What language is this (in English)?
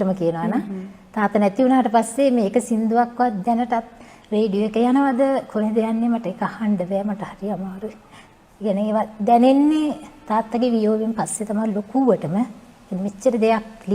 Sinhala